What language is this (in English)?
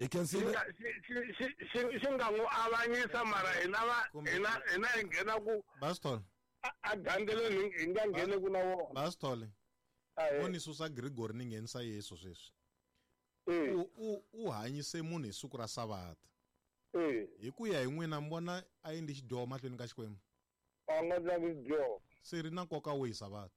Tsonga